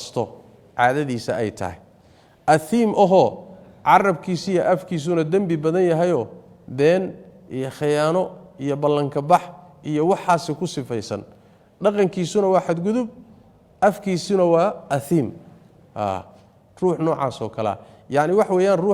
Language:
Somali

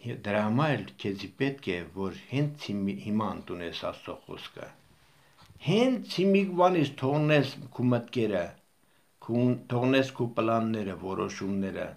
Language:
Armenian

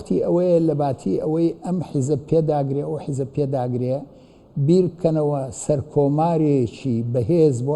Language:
Central Kurdish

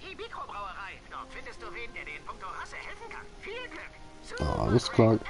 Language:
Swiss German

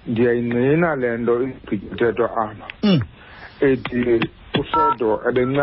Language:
Xhosa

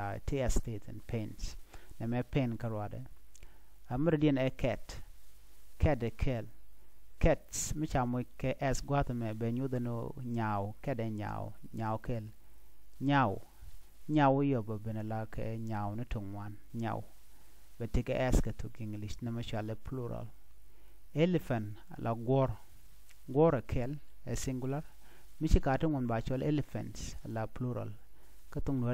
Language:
Nuer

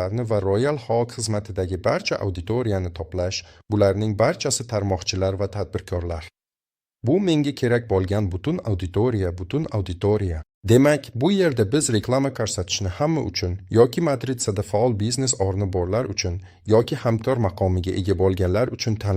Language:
Uzbek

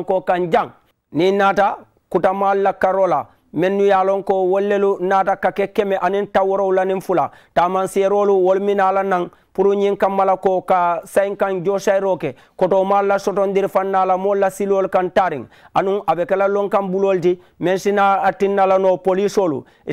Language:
Mandingo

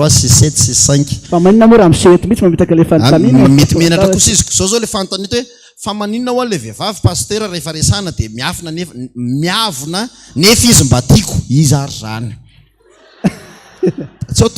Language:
Malagasy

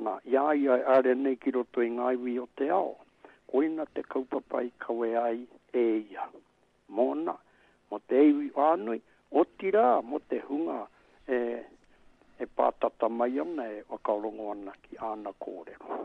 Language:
Māori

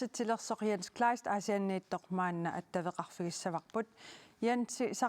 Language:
Kalaallisut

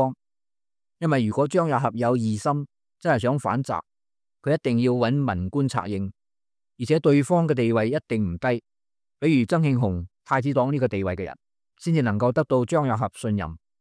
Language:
Cantonese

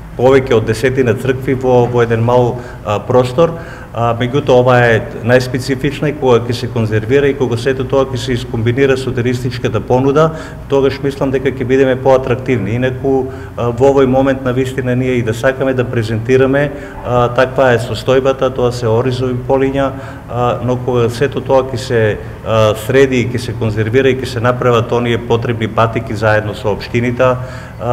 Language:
Macedonian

